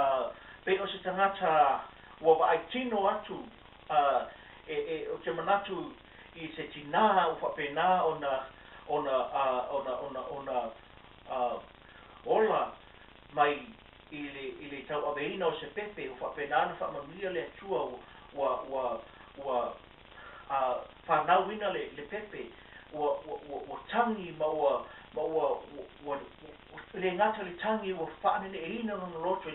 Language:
Samoan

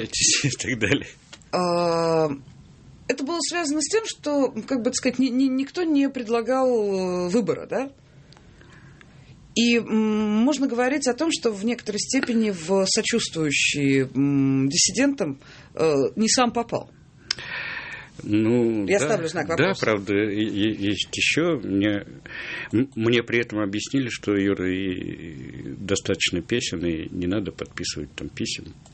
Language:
Russian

